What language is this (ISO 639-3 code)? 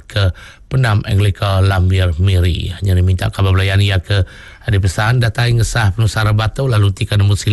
iba